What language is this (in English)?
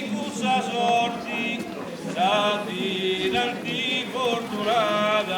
Sardinian